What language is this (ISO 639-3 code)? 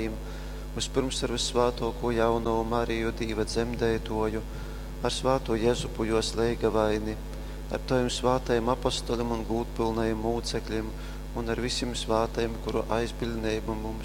ltg